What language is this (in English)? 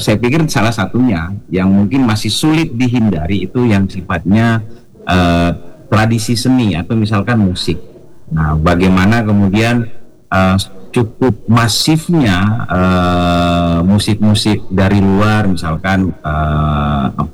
Indonesian